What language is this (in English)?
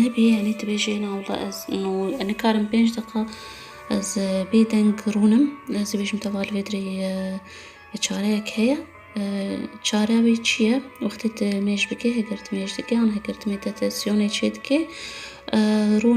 Kurdish